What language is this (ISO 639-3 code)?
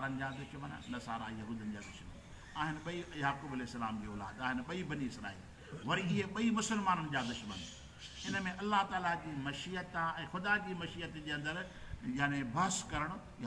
snd